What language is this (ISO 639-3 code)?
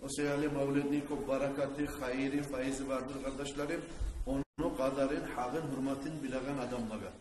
kum